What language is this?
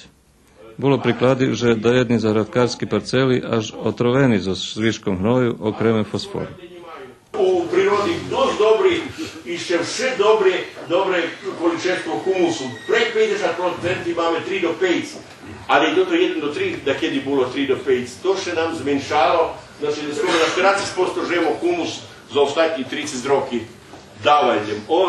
Rusyn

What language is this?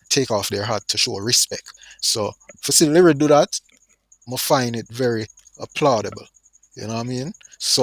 Jamaican Creole English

